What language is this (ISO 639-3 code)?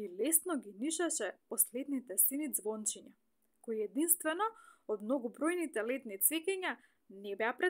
mkd